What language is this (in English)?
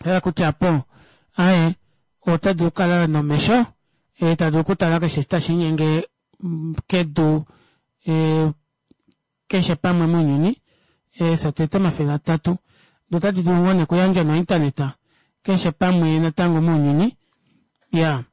Kuanyama